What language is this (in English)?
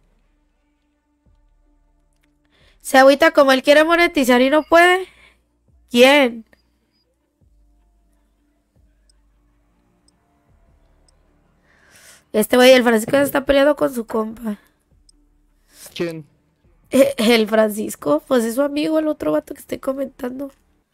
Spanish